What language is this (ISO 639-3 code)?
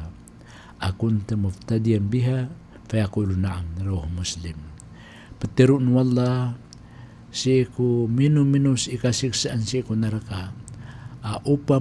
mrw